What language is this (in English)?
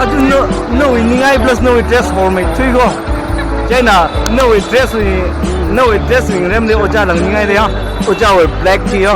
Tangkhul Naga (India)